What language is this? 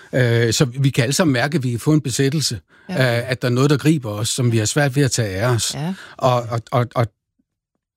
Danish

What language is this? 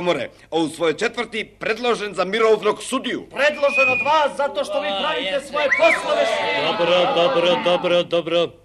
Serbian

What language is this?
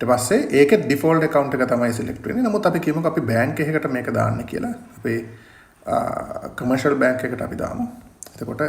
Sinhala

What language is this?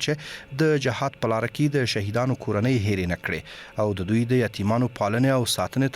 Pashto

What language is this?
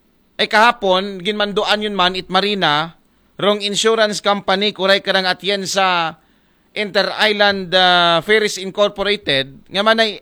Aklanon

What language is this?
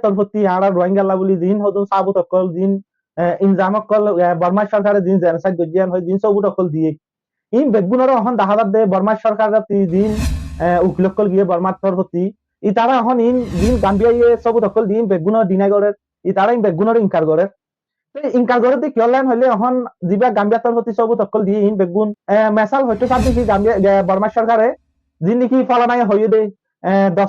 Rohingya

